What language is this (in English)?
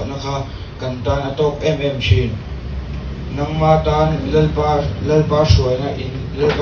Mizo